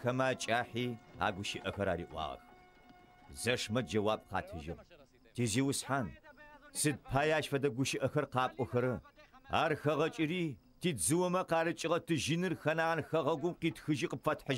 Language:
Adyghe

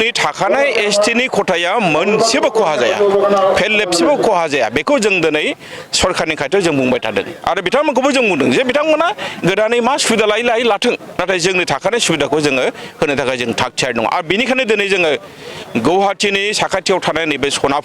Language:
Bodo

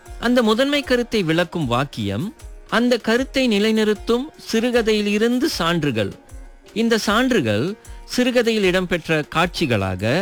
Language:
Tamil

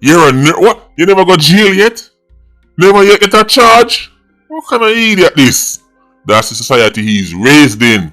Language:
Jamaican Creole English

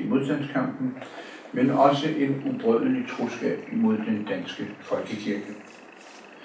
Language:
Danish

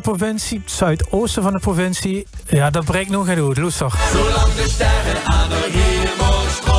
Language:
Limburgish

